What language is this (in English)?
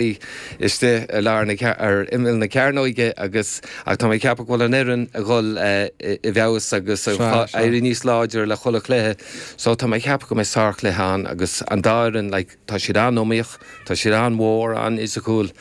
Irish